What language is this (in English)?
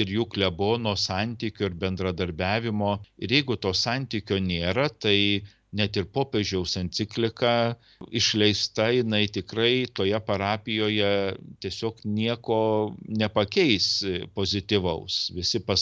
Lithuanian